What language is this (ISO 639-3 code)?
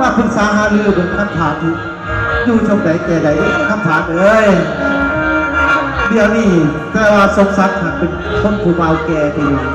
lao